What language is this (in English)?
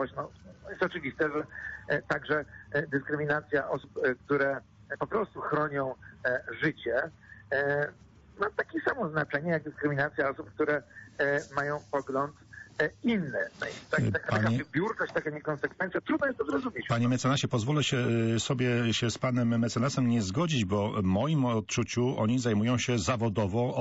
Polish